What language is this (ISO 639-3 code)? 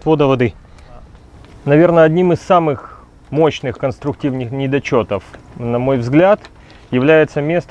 rus